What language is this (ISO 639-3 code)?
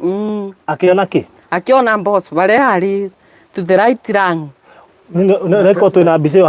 kik